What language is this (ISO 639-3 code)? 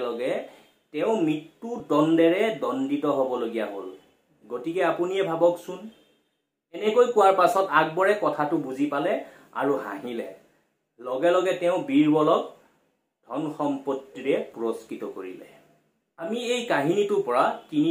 asm